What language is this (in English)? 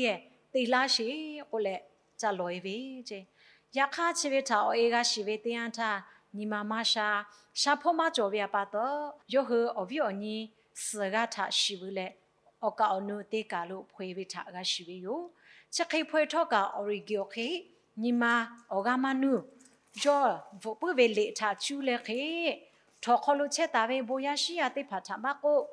Lahu